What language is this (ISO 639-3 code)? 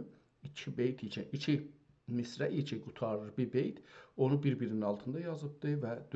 azb